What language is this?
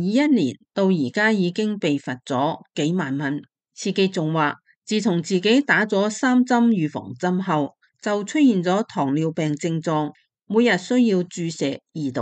Cantonese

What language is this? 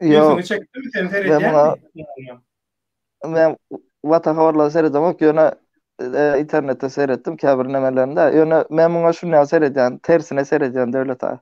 Turkmen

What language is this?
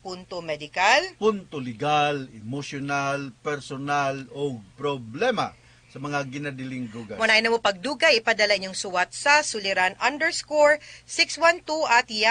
Cebuano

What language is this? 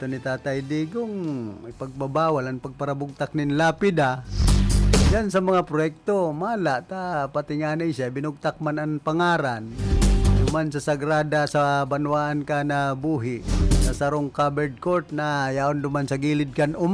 Bikol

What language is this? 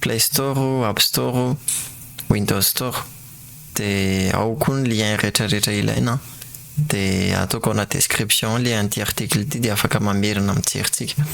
Malagasy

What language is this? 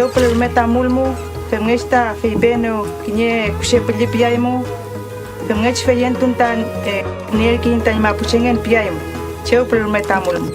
Mapuche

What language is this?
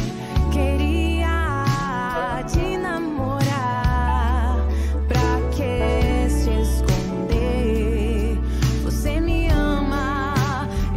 Portuguese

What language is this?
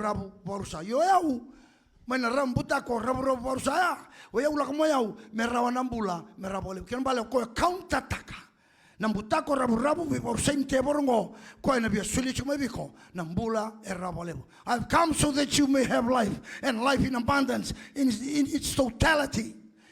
Fijian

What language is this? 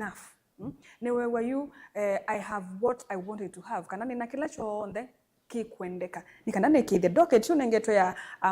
Kamba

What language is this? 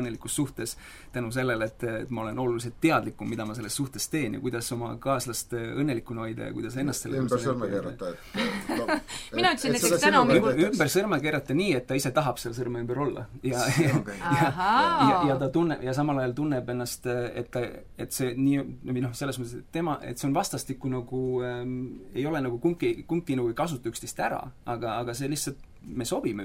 Estonian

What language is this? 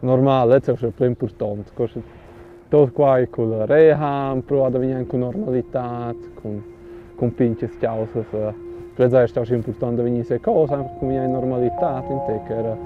Romansh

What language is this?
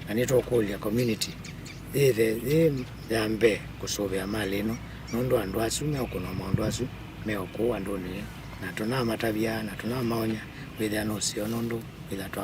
Kamba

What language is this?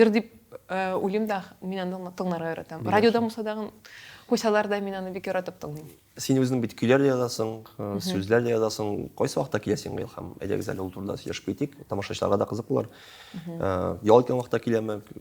Tatar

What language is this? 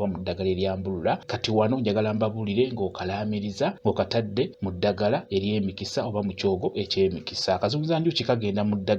Ganda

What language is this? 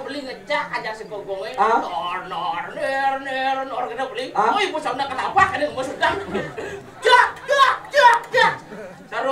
Balinese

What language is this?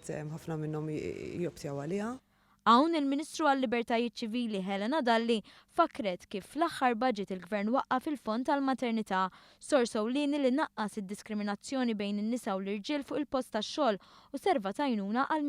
Maltese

